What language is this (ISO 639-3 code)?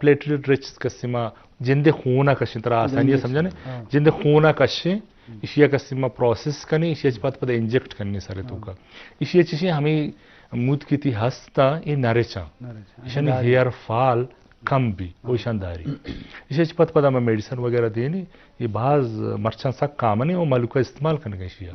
bgp